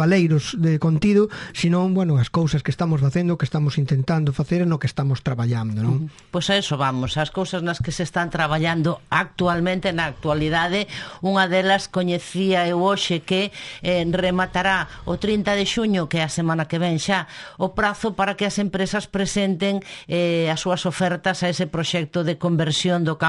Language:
Galician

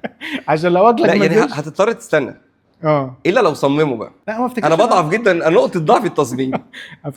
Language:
Egyptian Arabic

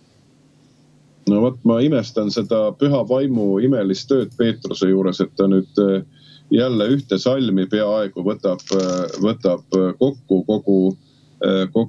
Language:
Estonian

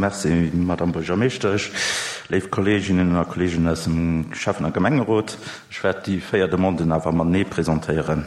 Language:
Luxembourgish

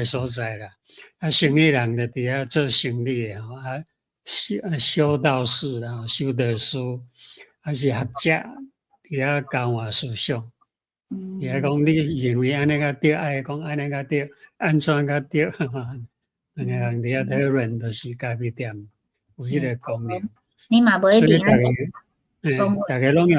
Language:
Min Nan Chinese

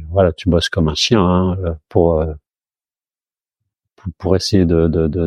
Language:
French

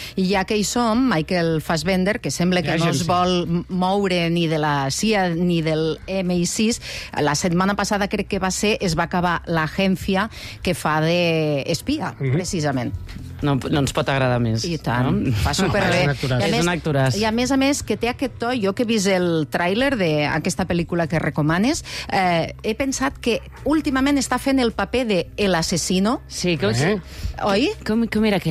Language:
Catalan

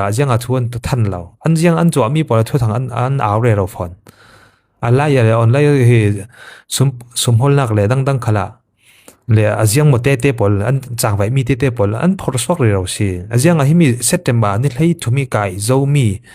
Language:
Falam Chin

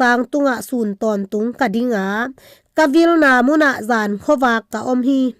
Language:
Tedim Chin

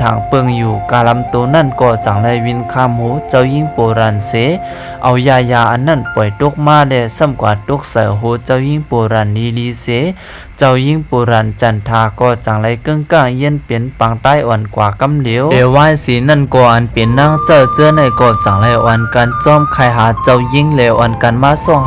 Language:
Shan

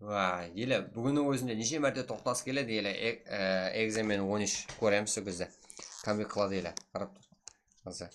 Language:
Kara-Kalpak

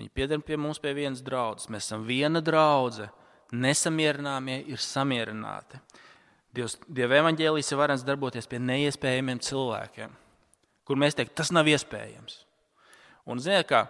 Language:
Latvian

